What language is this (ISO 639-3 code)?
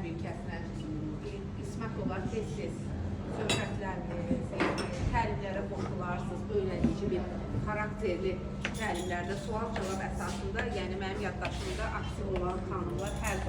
aze